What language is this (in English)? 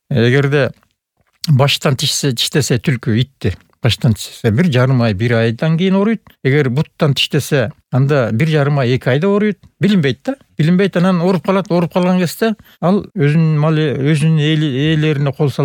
Kyrgyz